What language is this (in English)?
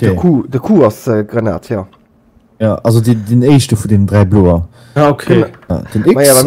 Luxembourgish